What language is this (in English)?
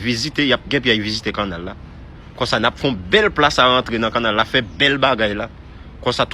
Haitian Creole